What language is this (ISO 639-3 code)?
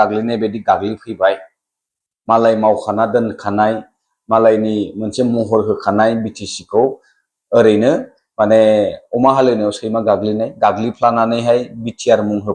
brx